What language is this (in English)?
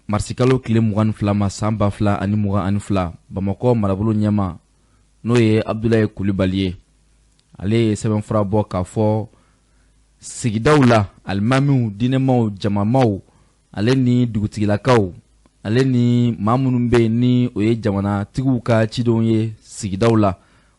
Bambara